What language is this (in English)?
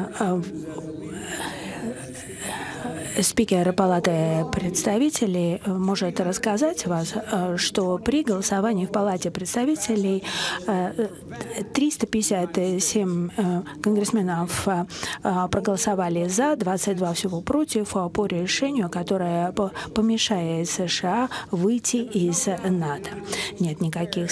Russian